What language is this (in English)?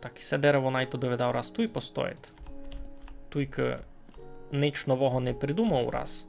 Rusyn